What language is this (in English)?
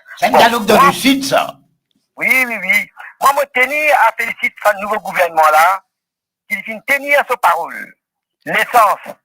Morisyen